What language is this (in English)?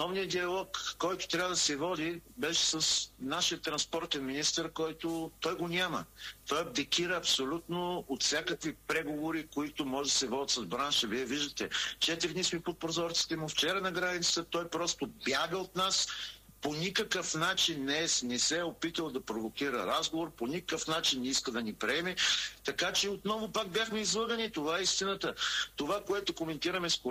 Bulgarian